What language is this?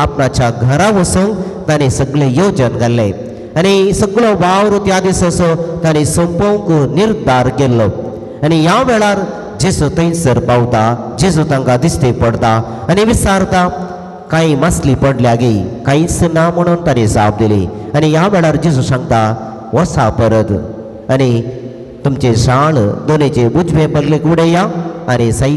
Konkani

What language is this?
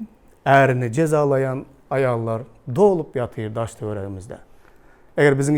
Turkmen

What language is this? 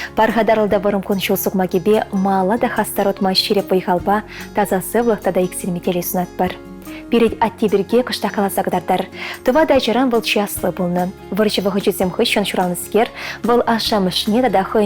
Chuvash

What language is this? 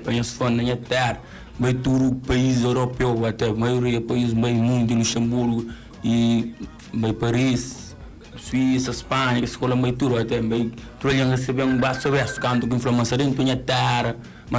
Kabuverdianu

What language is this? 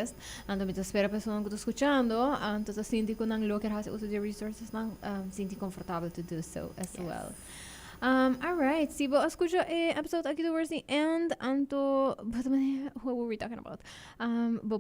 Papiamento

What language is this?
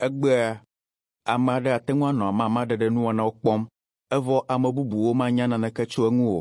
Ewe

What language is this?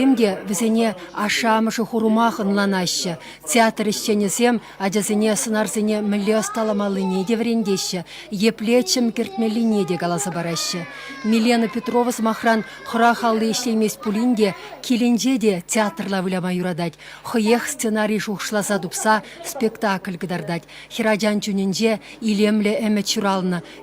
Chuvash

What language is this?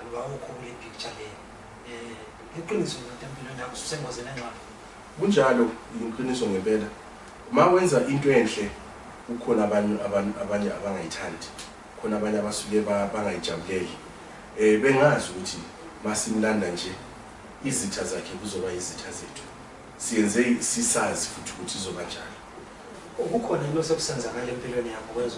North Ndebele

